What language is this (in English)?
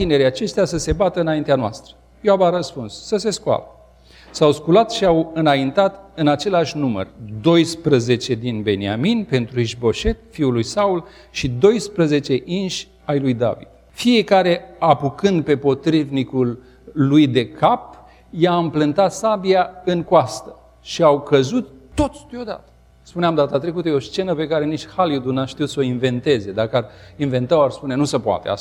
Romanian